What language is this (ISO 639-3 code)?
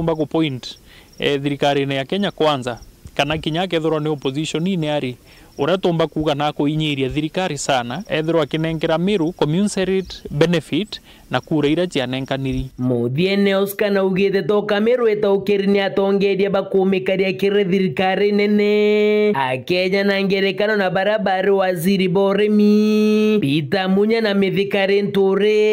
mer